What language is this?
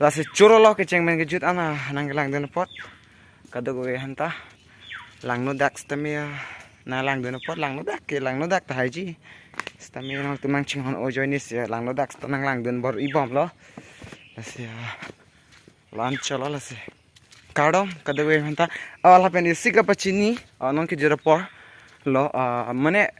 Karbi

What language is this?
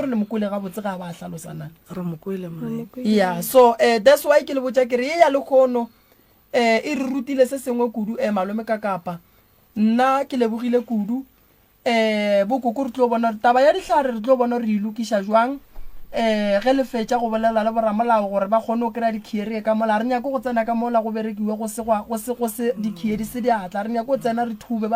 Northern Sotho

